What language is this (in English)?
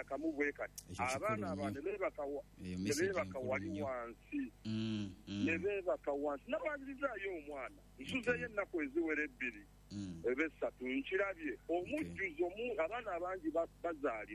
Ganda